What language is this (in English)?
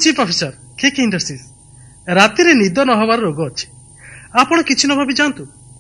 Odia